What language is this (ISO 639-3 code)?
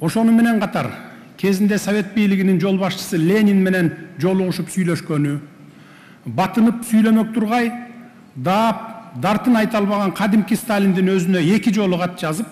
kir